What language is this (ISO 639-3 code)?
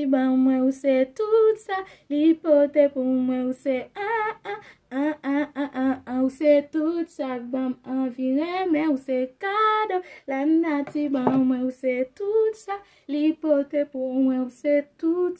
hat